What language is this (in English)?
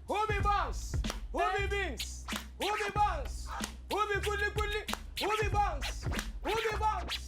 Nigerian Pidgin